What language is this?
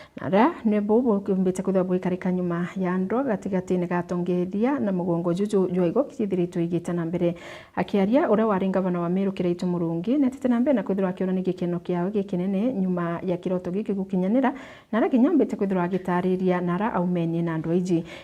Meru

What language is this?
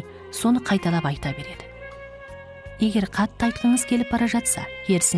Kazakh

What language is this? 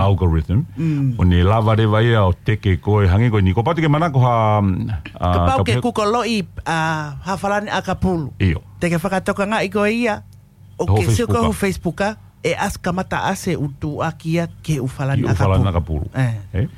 Tongan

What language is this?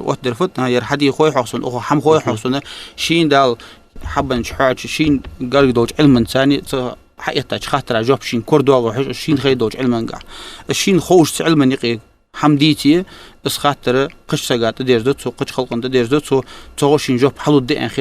Ingush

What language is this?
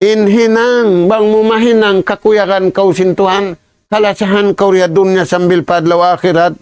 Tausug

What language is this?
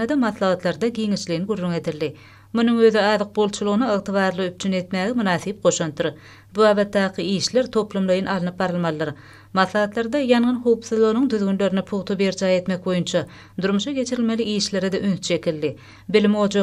Turkmen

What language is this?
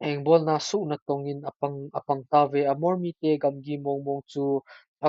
Thado Chin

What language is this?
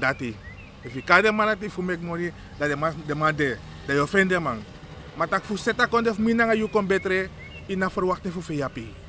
Sranan Tongo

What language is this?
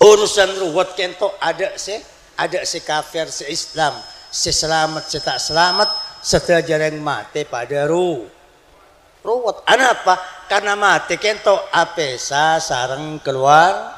Madurese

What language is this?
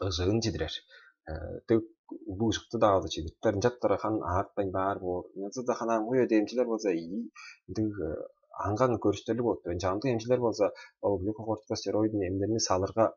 Tuvinian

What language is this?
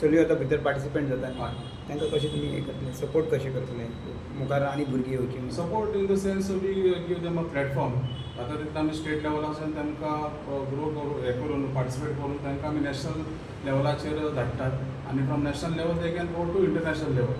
Konkani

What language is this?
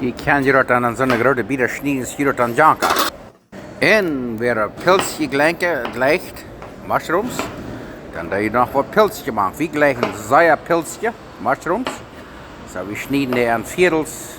Plautdietsch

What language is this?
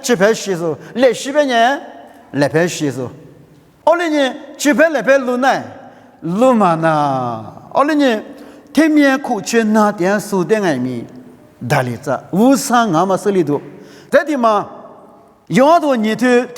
Lisu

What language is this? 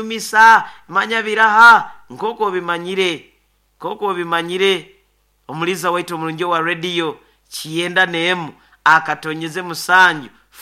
Nyoro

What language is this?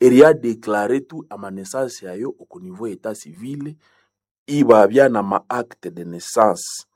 Nande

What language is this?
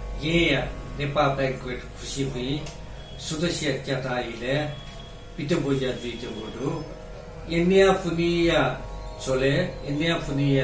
Newari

